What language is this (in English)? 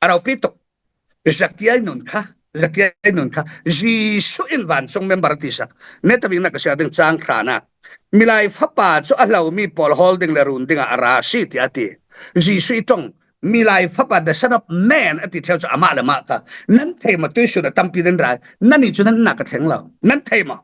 Falam Chin